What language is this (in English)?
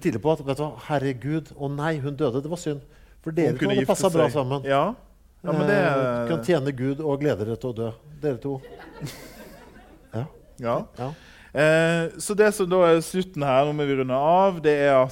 Norwegian